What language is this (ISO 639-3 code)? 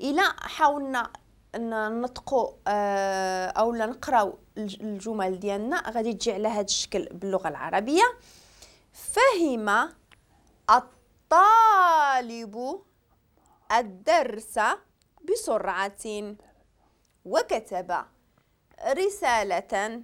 ary